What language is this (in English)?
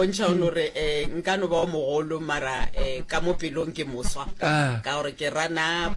Northern Sotho